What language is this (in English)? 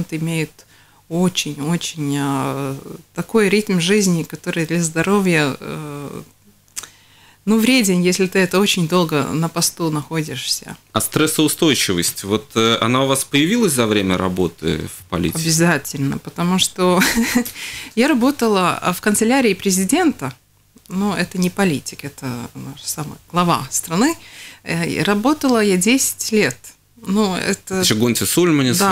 Russian